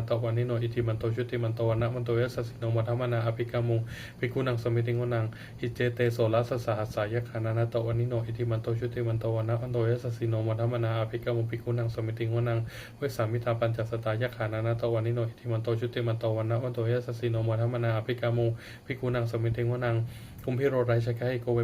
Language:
Pali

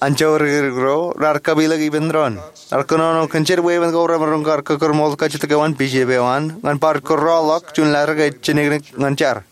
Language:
Marshallese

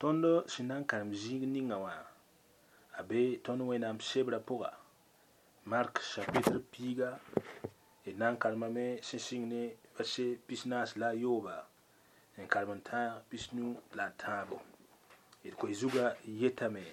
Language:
Mossi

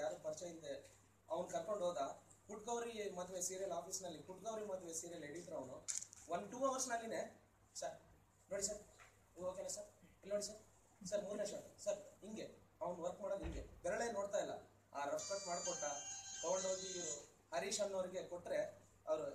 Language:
Kannada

